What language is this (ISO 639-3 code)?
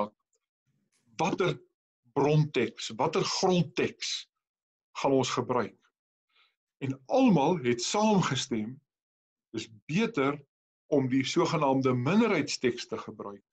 afr